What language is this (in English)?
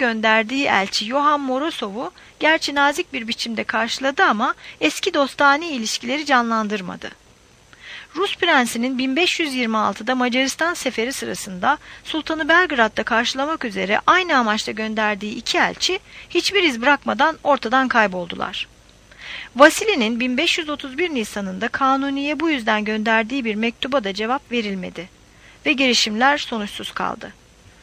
Turkish